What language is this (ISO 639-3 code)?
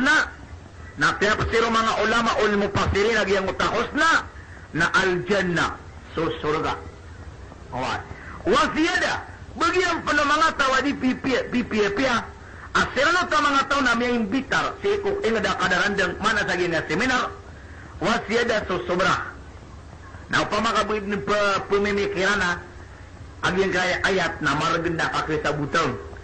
mrw